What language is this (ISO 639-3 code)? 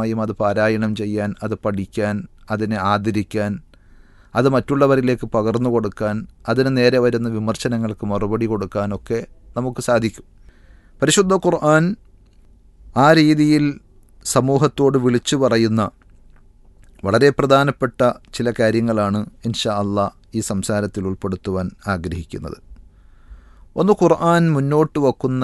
mal